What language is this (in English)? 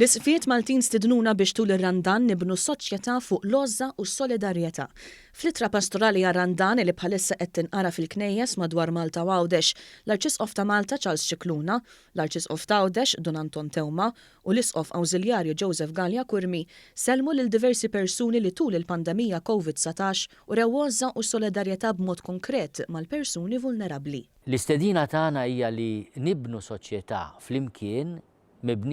Maltese